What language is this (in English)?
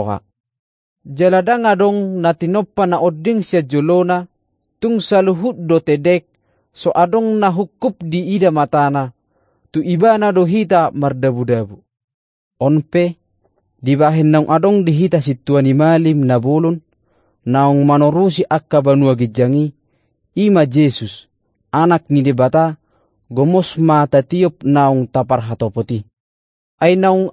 Batak Toba